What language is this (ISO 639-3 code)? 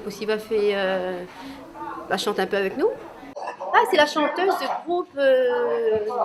rcf